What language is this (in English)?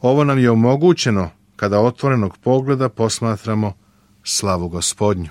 Serbian